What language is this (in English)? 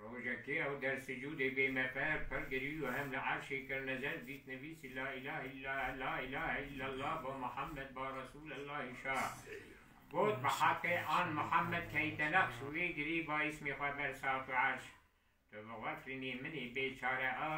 Kurdish